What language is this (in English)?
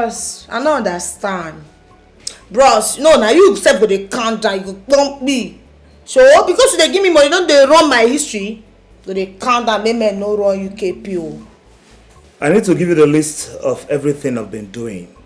Nigerian Pidgin